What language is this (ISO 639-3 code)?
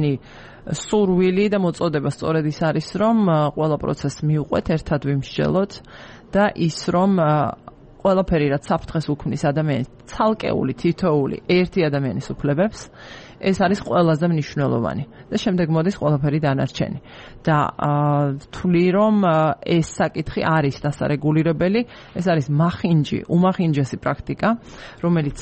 kat